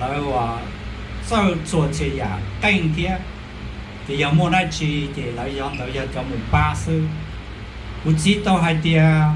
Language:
Hmong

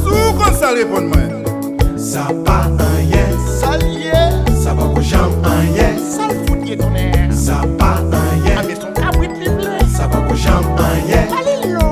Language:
Haitian Creole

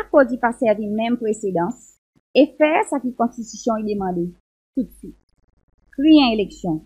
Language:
Seselwa Creole French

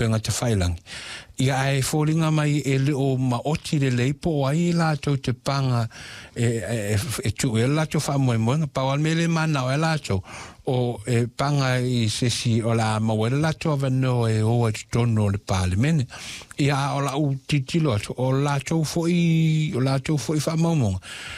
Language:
Samoan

